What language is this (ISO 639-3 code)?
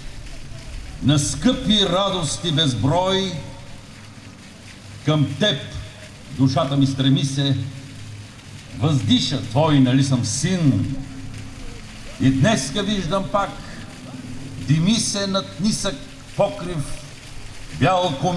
bul